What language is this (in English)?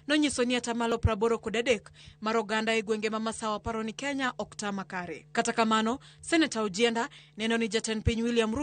Luo (Kenya and Tanzania)